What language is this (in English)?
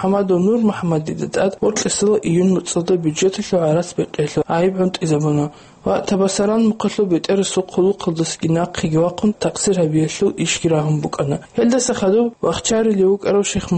Avaric